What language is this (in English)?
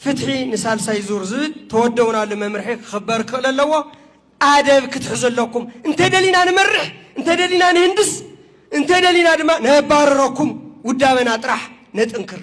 Tigrinya